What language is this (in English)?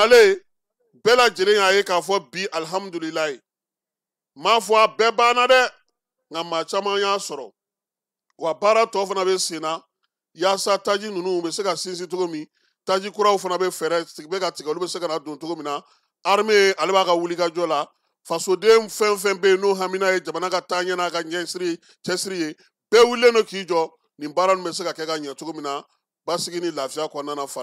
Bambara